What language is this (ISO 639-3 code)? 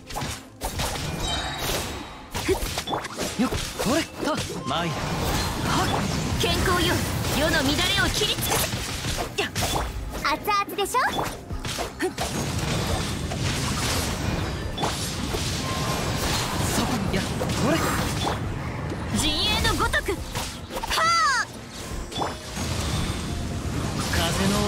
jpn